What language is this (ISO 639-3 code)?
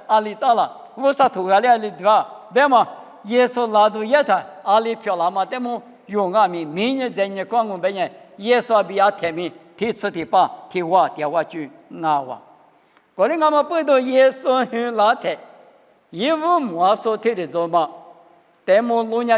lis